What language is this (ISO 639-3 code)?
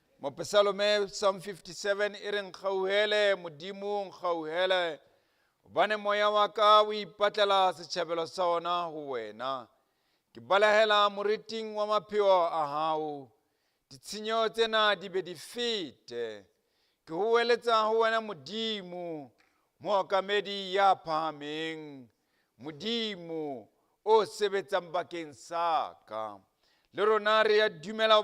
sot